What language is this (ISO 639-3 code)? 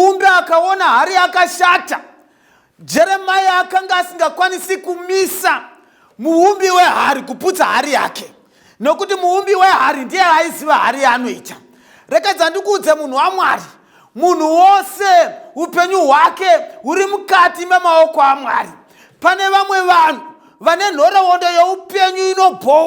sna